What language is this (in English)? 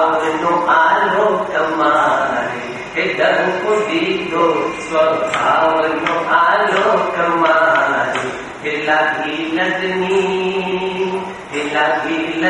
Gujarati